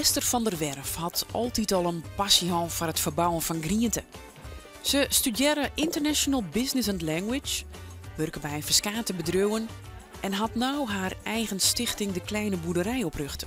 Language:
Western Frisian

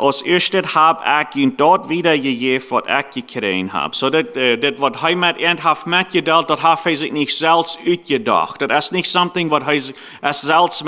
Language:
Plautdietsch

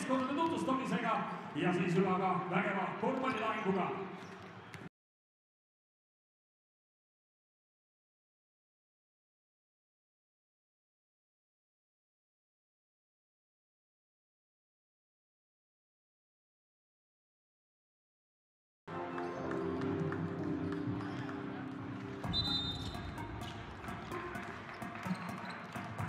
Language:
Estonian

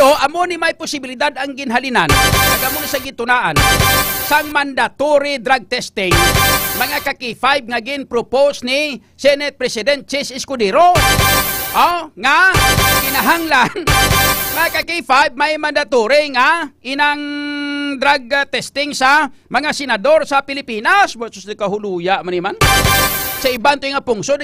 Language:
Hiligaynon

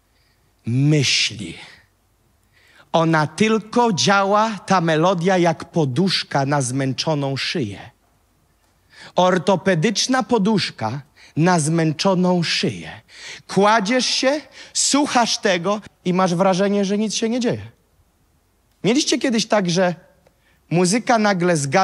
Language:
Polish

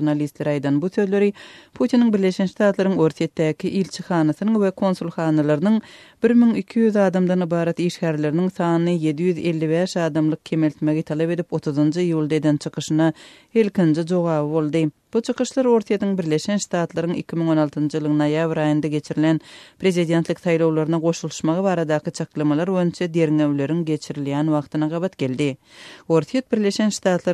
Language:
Turkmen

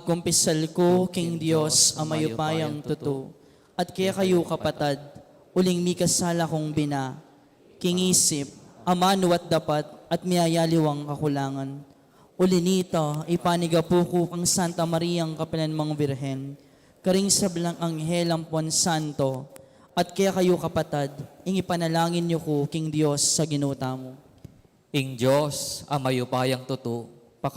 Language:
Pampanga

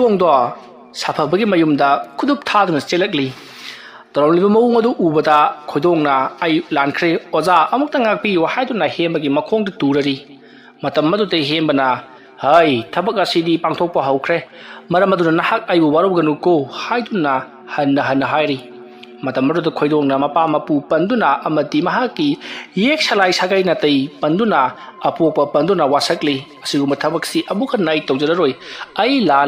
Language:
Manipuri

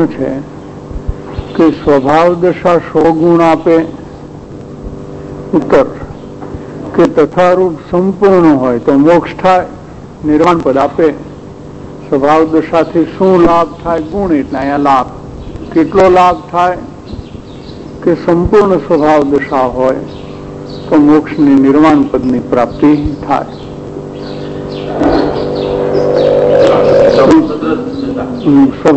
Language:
Gujarati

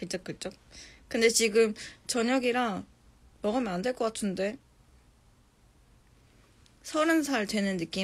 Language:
Korean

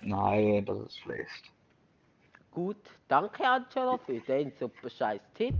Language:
Swiss German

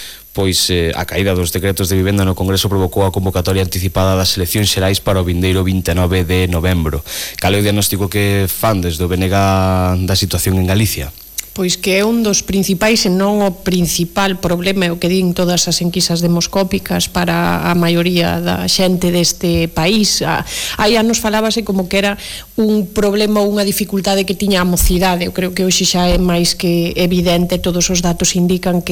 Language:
Galician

